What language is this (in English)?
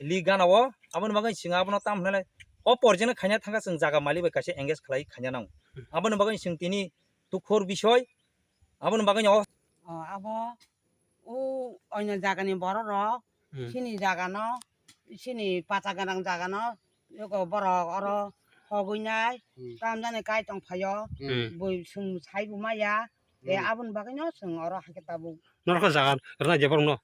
Kok Borok